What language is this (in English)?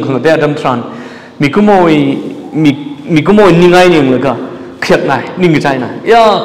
Tangkhul Naga (India)